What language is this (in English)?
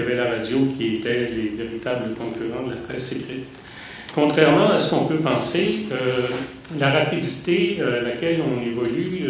French